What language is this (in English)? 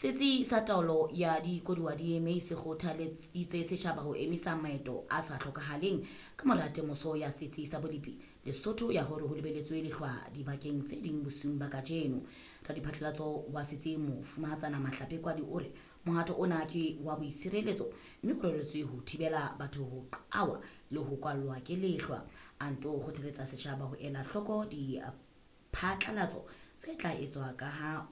Southern Sotho